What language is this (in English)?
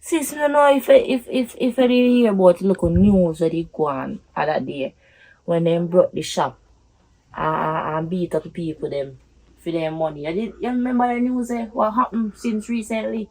Jamaican Creole English